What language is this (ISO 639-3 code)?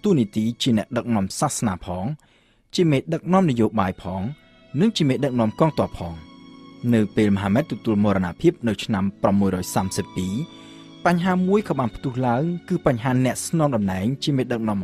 khm